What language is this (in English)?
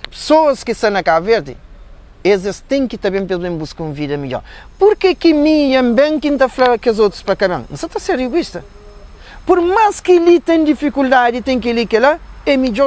Kabuverdianu